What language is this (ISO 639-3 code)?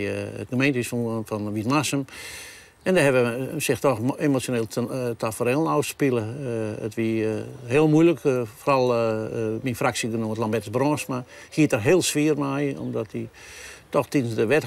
fry